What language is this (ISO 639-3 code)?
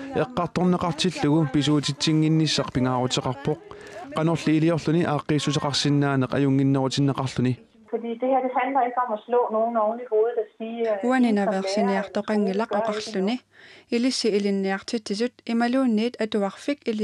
kal